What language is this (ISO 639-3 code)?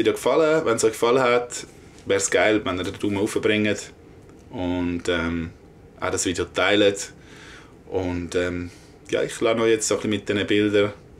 gsw